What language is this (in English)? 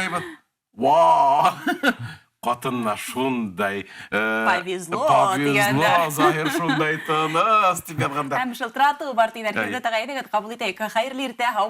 Bashkir